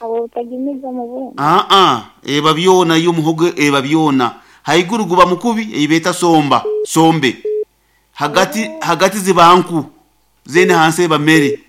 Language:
Nyoro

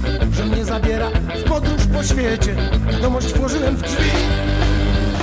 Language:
Polish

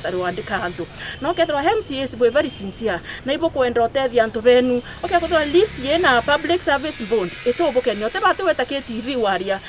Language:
Meru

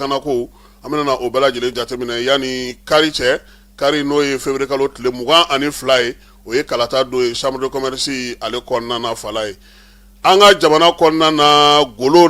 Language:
Bambara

